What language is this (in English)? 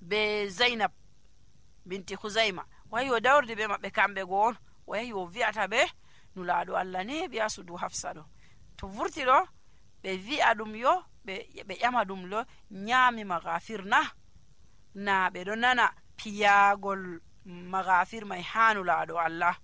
Nigerian Fulfulde